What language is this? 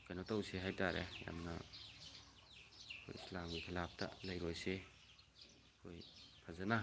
Manipuri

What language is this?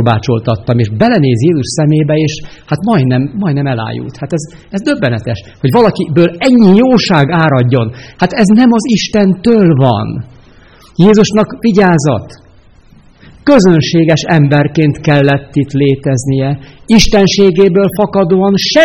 Hungarian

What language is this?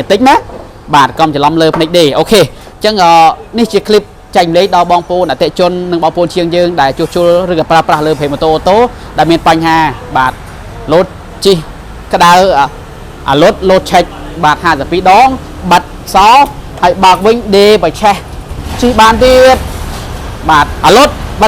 Khmer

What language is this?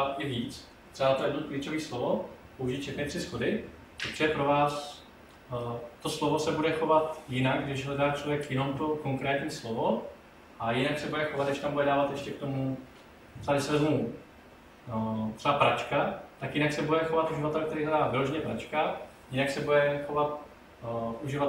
Czech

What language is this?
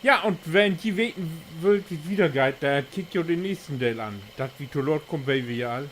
Low German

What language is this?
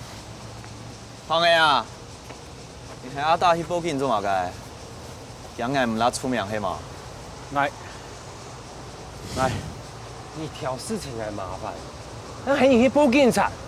Hakka Chinese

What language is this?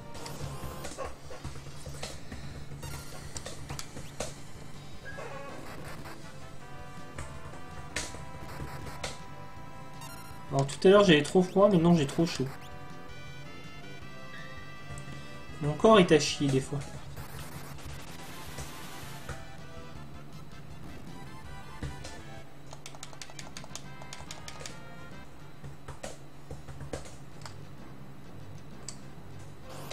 French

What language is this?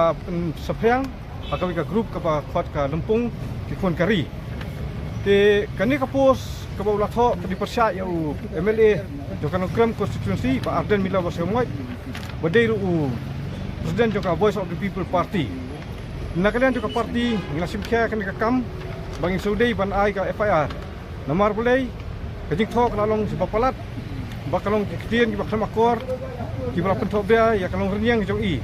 Khasi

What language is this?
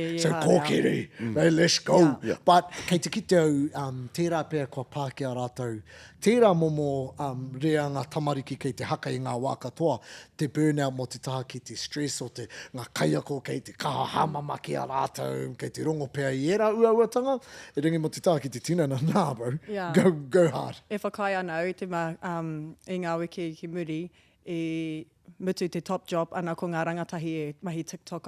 Māori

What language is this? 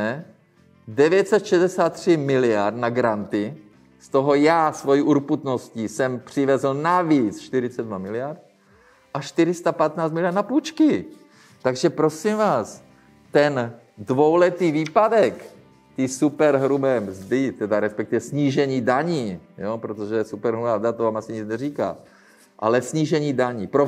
Czech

